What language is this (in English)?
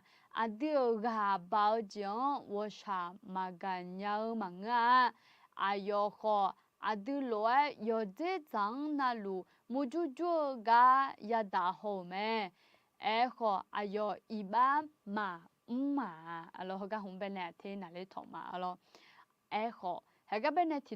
Akha